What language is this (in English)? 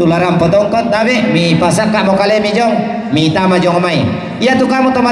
Toraja-Sa'dan